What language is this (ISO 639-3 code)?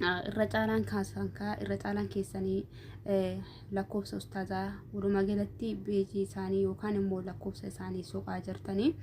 orm